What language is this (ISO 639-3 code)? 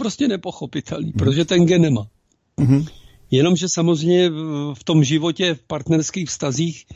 ces